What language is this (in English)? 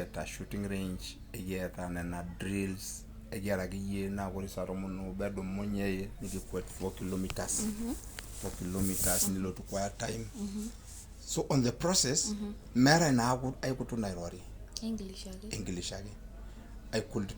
Masai